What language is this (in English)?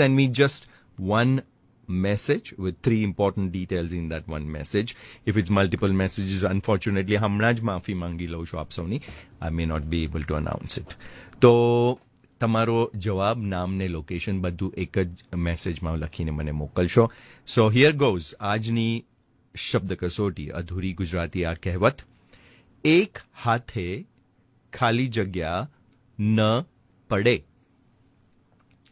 Gujarati